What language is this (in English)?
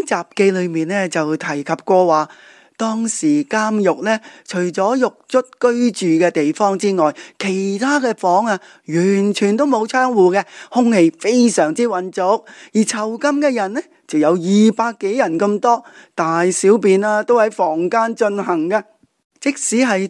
Cantonese